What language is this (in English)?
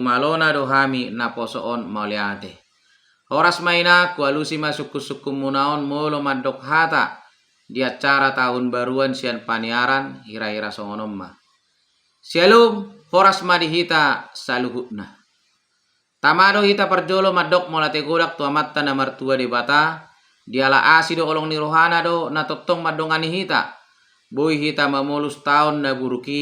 Batak Toba